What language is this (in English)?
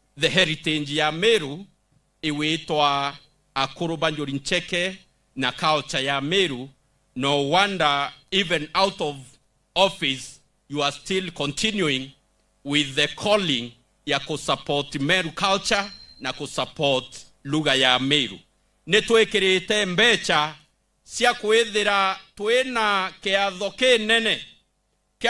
Meru